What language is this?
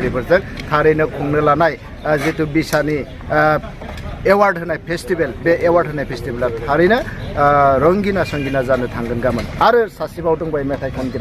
Bodo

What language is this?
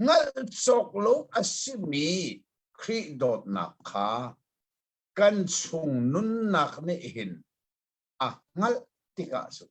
Hakha Chin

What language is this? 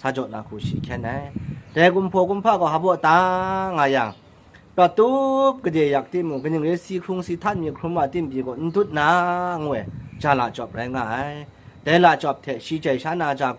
Kachin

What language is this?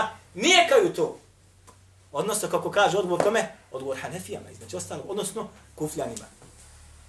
Bosnian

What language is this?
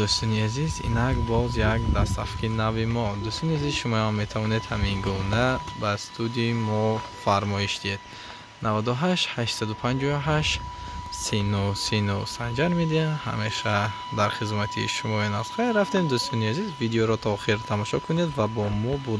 Tajik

